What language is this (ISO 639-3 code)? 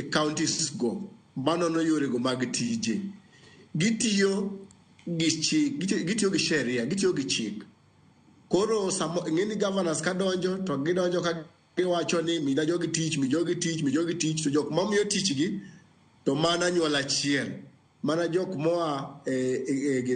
luo